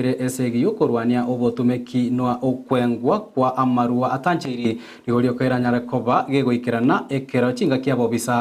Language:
Gusii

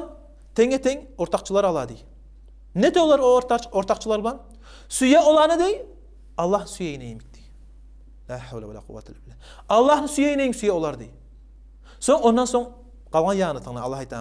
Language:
Kumyk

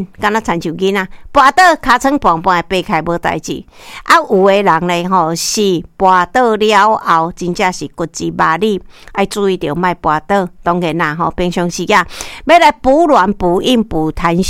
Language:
Min Nan Chinese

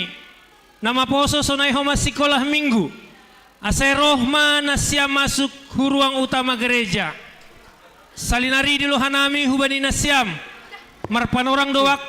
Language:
Batak Simalungun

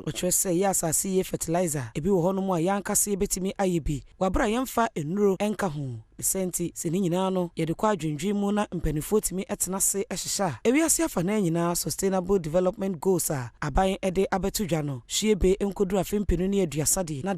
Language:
Akan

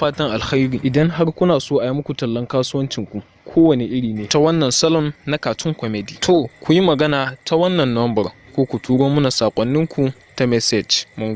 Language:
Hausa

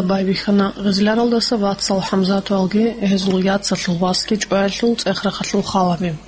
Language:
Avaric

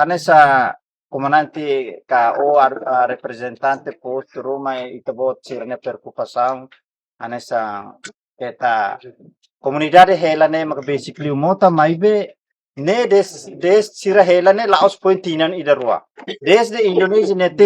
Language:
Tetum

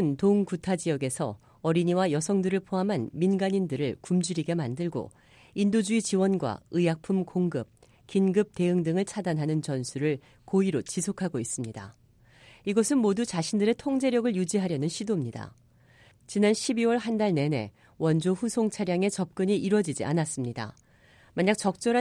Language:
Korean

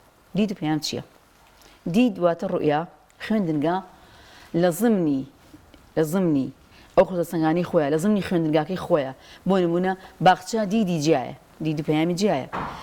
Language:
Central Kurdish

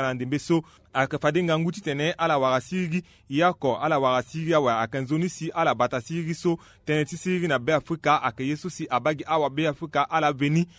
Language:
Sango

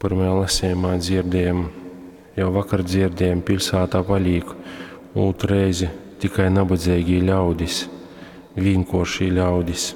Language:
Latgalian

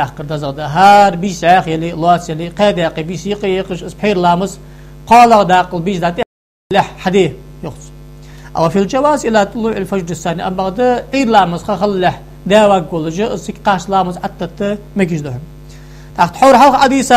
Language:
Ingush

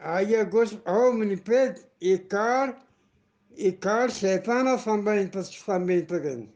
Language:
Eastern Balochi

